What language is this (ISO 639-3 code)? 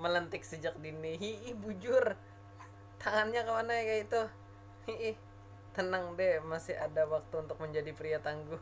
bjn